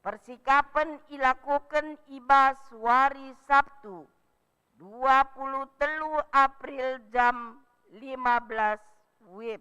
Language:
Batak Karo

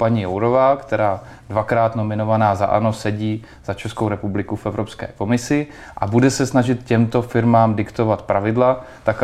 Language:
Czech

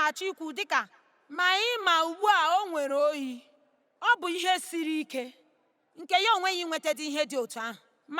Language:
Igbo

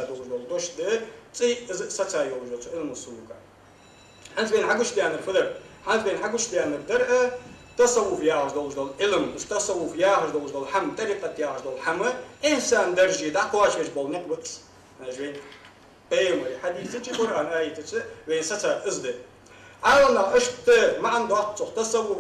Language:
Ingush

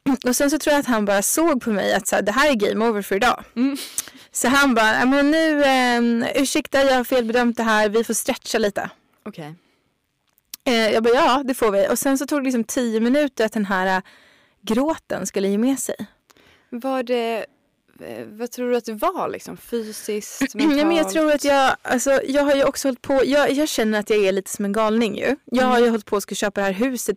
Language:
Swedish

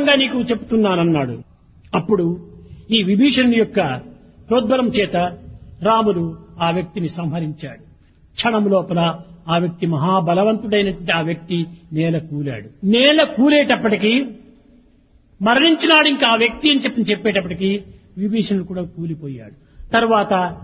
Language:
Telugu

